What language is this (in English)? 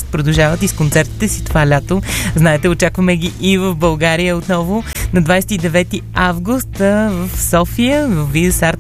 Bulgarian